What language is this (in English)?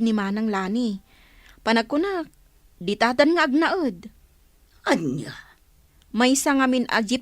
Iloko